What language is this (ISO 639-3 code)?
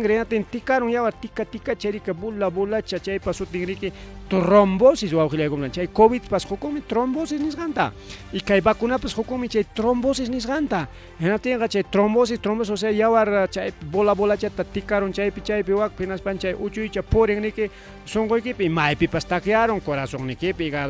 quy